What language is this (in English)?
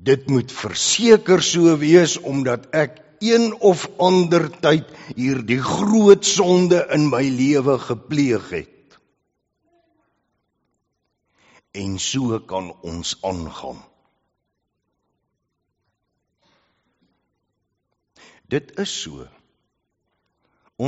Afrikaans